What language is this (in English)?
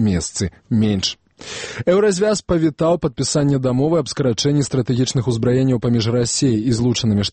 Belarusian